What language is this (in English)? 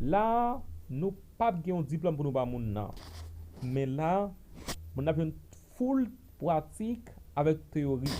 Haitian Creole